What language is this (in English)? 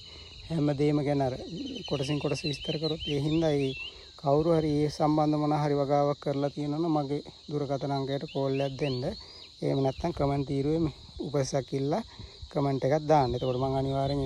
Sinhala